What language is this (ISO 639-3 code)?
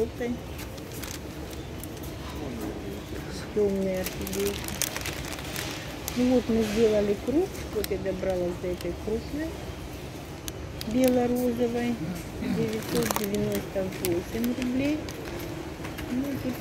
rus